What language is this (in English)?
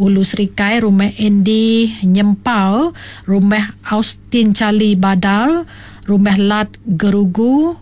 Iban